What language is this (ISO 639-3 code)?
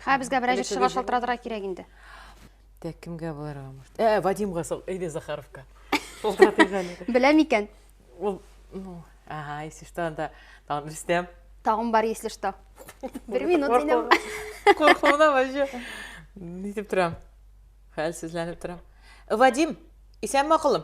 tat